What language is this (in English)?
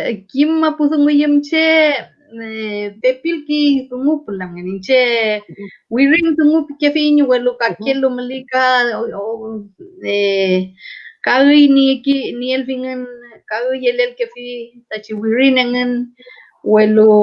Mapuche